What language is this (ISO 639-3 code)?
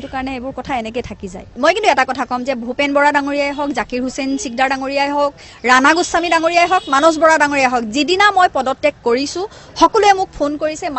asm